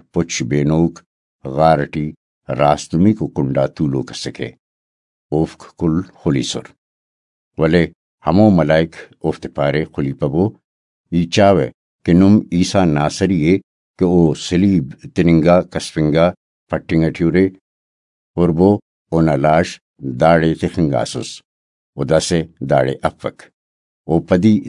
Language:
Brahui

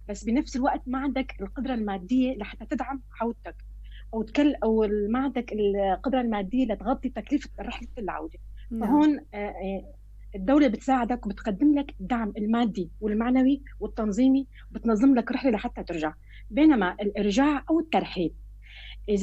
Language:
North Levantine Arabic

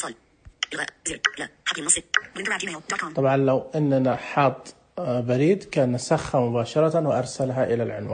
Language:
Najdi Arabic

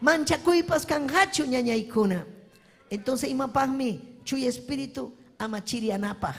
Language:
Ayacucho Quechua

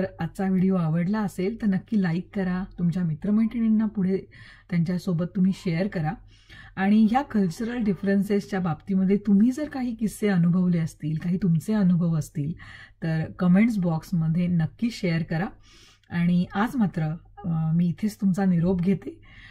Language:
Marathi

